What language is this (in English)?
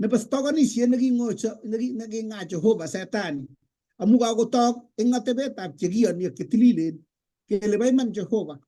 Kalenjin